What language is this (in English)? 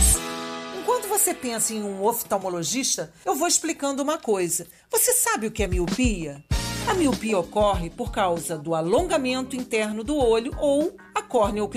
Portuguese